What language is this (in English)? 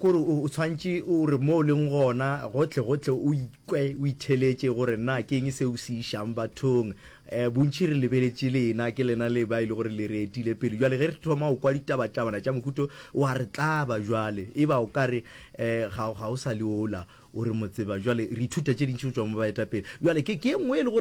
Northern Sotho